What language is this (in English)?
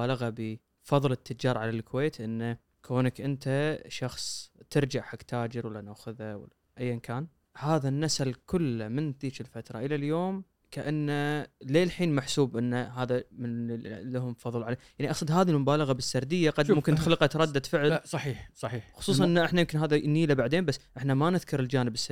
Gulf Arabic